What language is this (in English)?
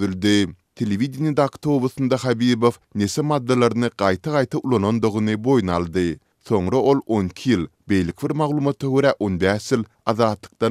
Turkmen